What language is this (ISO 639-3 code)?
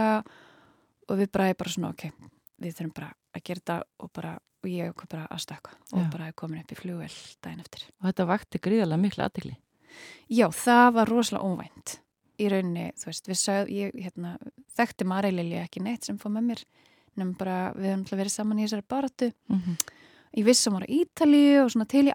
isl